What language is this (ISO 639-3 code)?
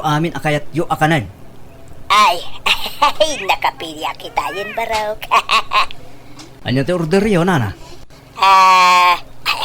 ilo